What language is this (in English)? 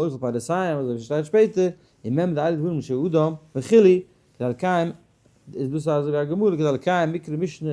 Yiddish